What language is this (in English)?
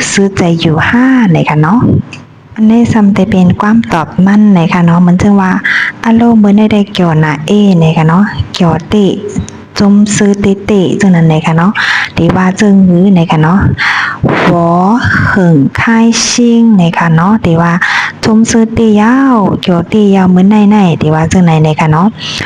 Shan